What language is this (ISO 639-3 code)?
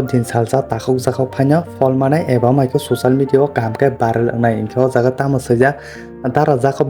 trp